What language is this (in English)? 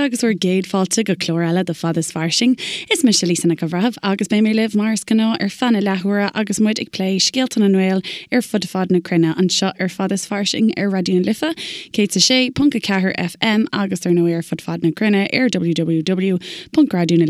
Irish